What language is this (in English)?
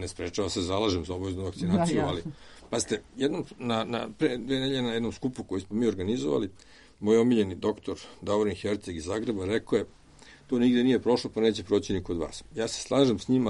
Serbian